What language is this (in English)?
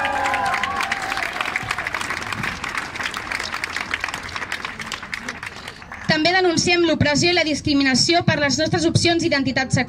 Catalan